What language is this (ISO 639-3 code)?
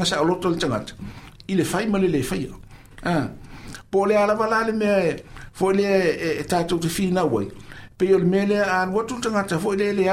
smo